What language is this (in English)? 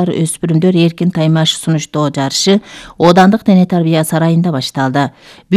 Kyrgyz